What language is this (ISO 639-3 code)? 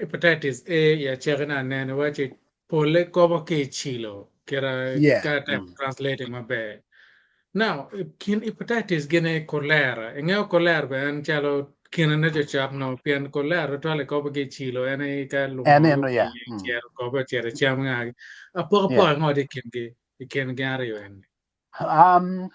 ach